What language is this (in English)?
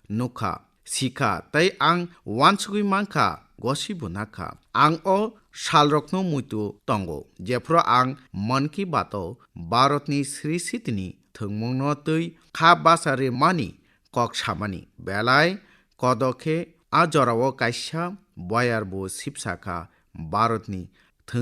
Kok Borok